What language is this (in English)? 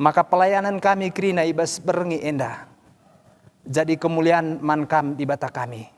Batak Karo